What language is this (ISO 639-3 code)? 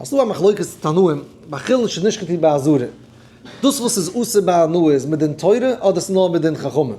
yid